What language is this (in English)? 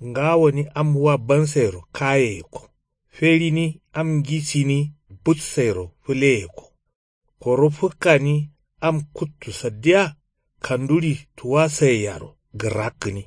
Kanuri